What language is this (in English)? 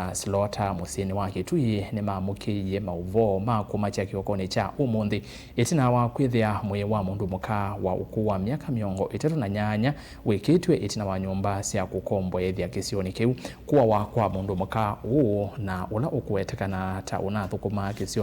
Kamba